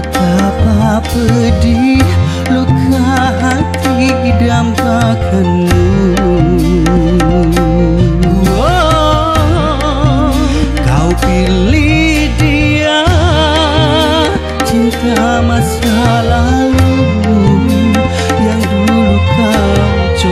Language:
Indonesian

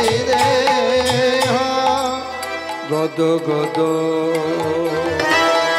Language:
Bangla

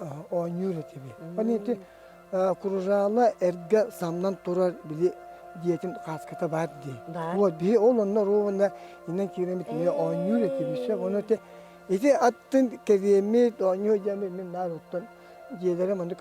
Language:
Yakut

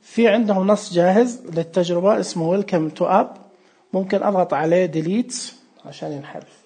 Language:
Najdi Arabic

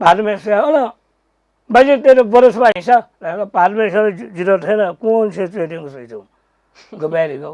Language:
Newari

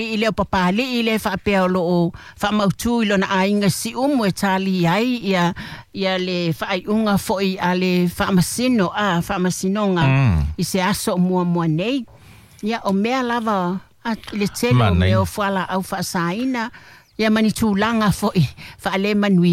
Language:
Samoan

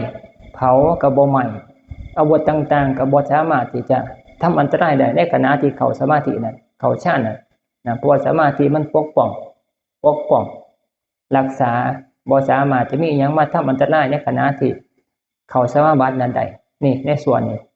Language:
Northeastern Thai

